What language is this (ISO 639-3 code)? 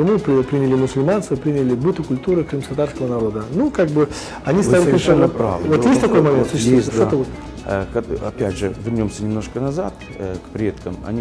rus